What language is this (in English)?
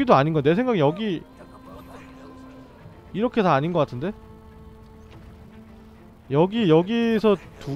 Korean